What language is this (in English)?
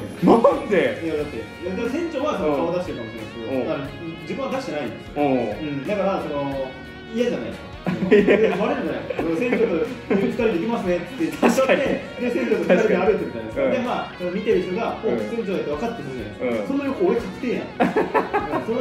Japanese